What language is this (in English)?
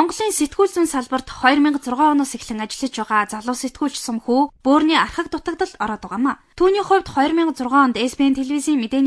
Mongolian